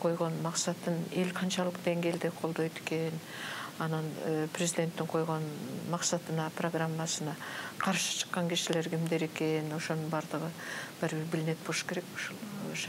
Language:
Kyrgyz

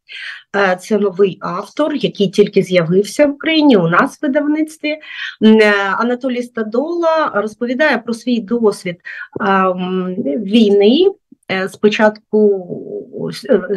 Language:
Ukrainian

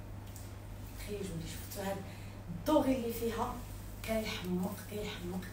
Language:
Moroccan Arabic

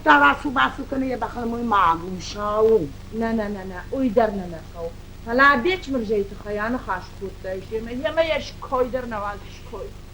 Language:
Ossetic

